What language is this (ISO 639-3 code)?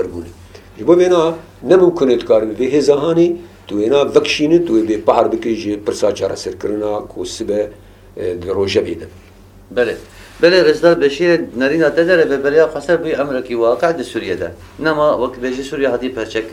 kur